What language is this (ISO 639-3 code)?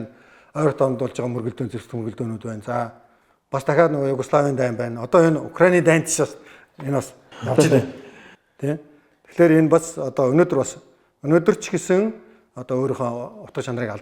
mon